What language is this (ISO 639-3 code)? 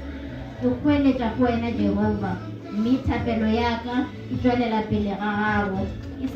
nso